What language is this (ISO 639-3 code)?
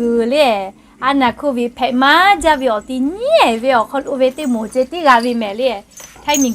lhu